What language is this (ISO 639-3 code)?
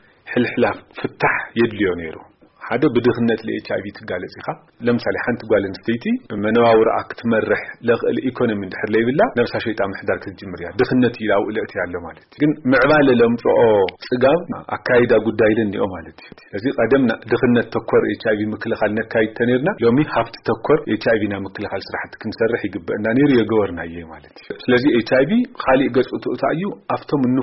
tir